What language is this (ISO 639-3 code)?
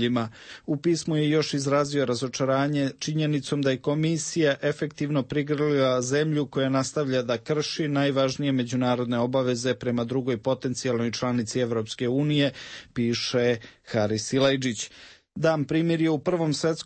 hrv